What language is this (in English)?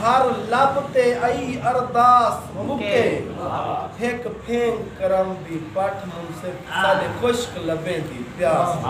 Saraiki